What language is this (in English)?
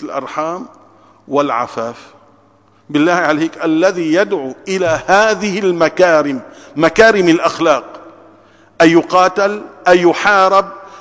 Arabic